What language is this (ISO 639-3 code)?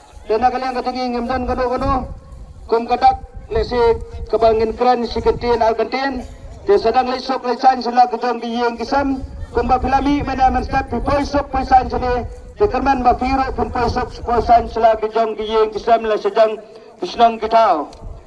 kha